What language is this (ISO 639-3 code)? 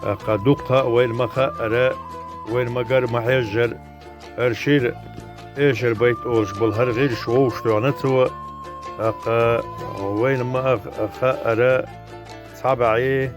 che